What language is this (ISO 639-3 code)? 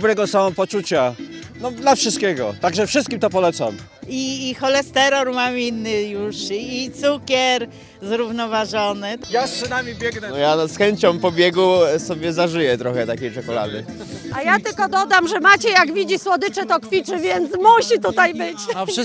pol